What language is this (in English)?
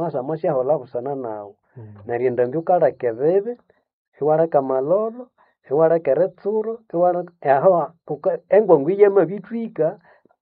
Nande